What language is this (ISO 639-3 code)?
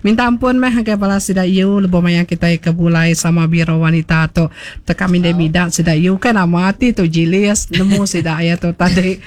iba